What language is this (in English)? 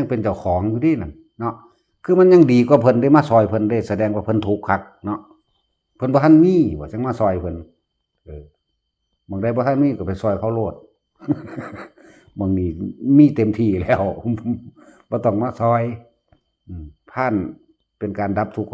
Lao